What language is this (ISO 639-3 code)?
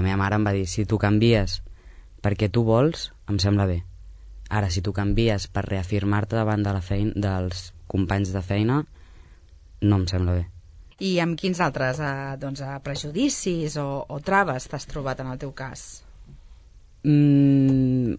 cat